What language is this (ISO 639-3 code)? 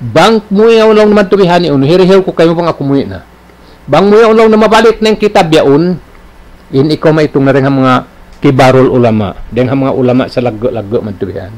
tsg